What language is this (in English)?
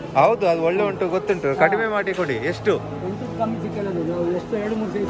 Tulu